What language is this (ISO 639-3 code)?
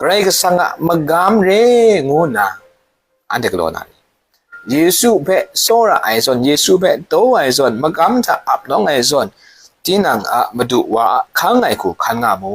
kac